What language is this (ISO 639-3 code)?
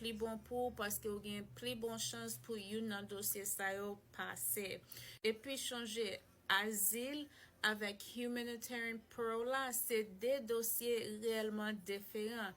hat